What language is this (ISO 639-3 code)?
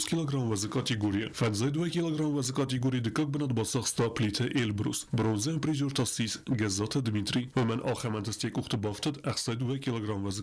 oss